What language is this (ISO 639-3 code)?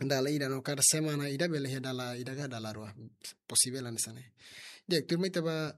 tet